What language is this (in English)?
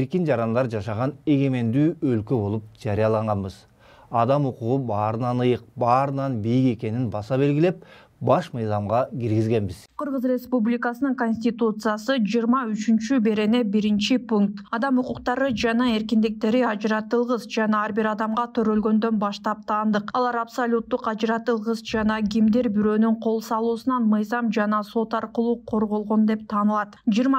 Kyrgyz